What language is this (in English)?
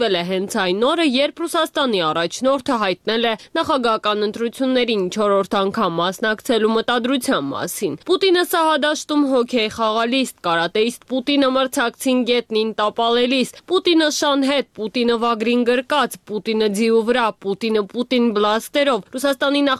Armenian